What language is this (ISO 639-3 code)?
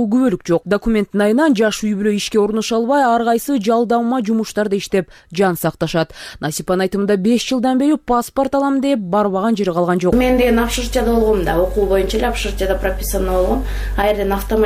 kir